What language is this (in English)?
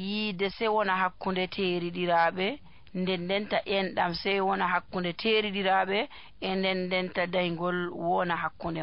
Nigerian Fulfulde